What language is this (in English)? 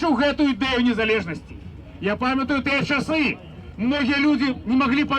Belarusian